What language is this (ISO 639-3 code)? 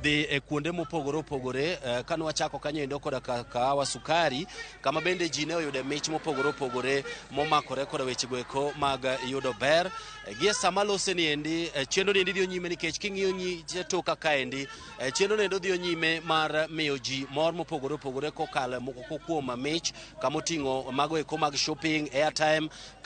luo